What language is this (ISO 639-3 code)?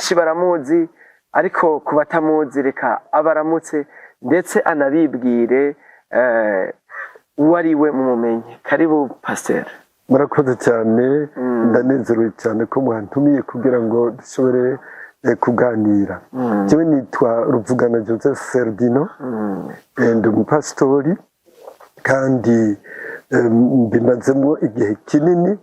run